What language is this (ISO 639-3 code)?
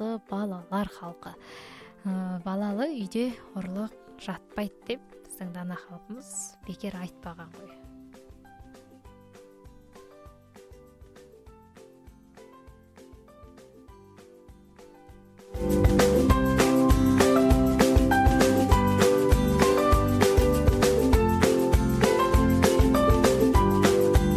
kaz